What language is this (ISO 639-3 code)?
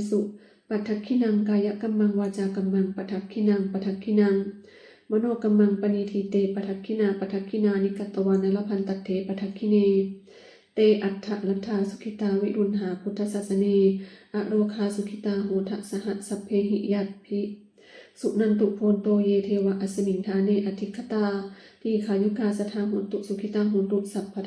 pli